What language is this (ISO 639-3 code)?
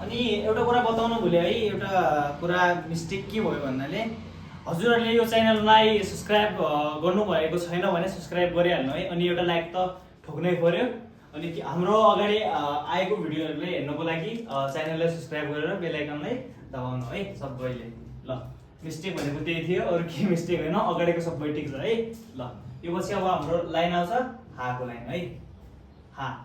nep